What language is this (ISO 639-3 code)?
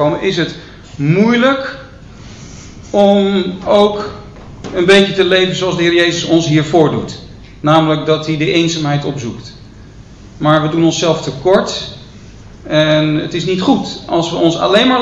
nld